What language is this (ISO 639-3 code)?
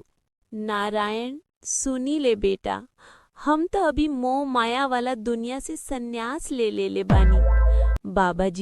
bho